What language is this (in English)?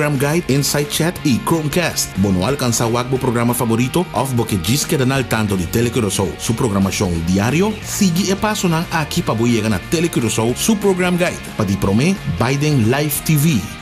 Papiamento